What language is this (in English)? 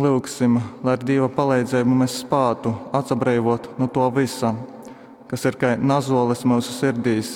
Latgalian